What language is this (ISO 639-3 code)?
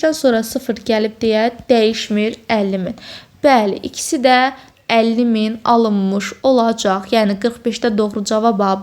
aze